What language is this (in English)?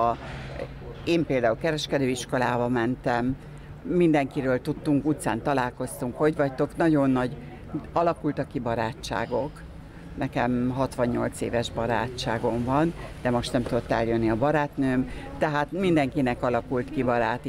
Hungarian